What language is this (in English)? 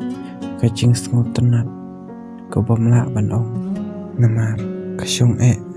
Khasi